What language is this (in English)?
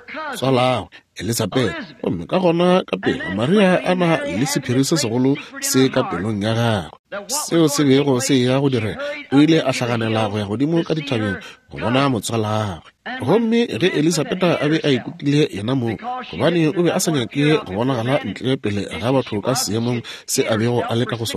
Northern Sotho